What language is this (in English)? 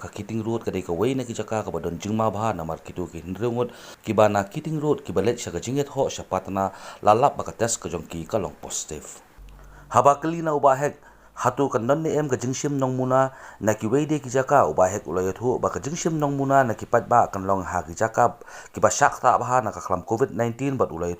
Khasi